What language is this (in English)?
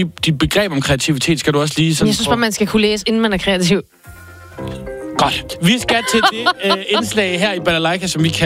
Danish